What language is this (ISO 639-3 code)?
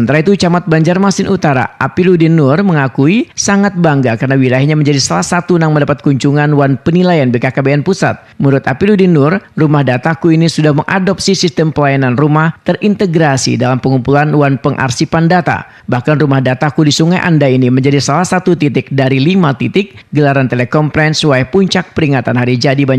bjn